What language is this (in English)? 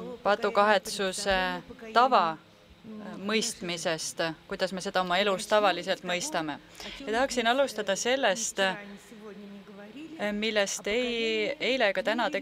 Estonian